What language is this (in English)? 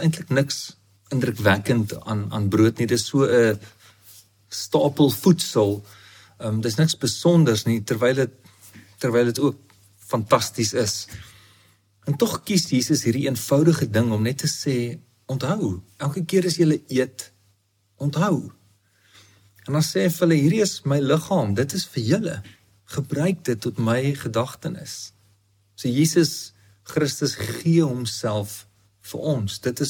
Afrikaans